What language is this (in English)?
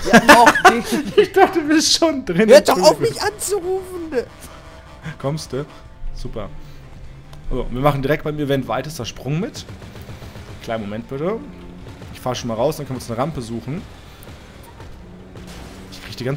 German